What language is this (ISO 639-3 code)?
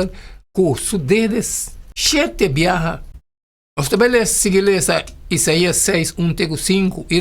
pap